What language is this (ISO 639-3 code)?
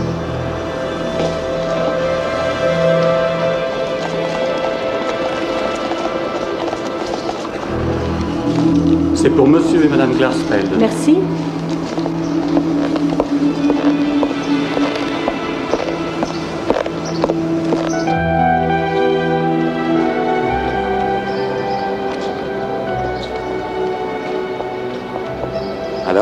fra